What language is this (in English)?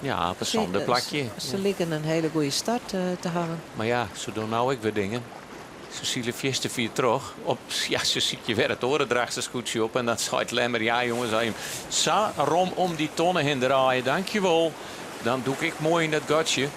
Western Frisian